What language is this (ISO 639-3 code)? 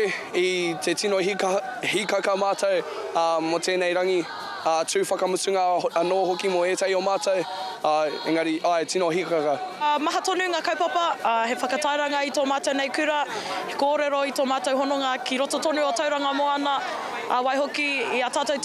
mri